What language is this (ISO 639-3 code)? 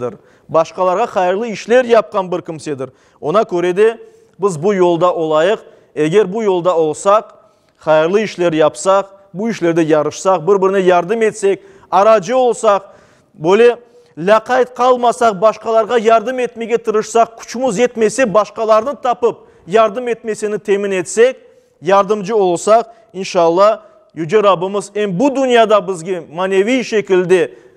crh